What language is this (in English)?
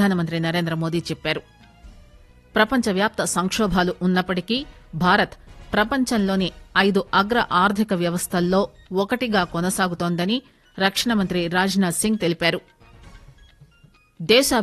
Telugu